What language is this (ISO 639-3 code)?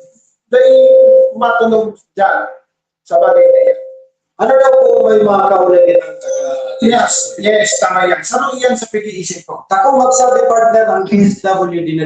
bik